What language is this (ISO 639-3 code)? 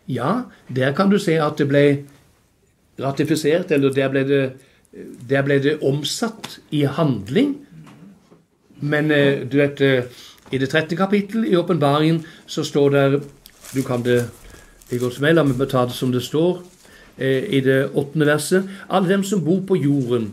nor